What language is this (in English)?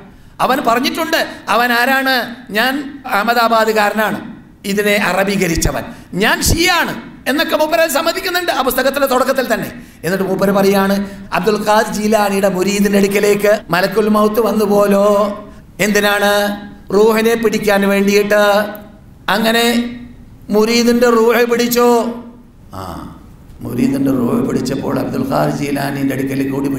Malayalam